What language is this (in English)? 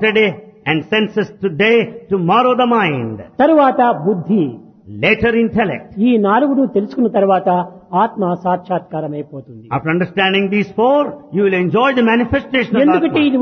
Telugu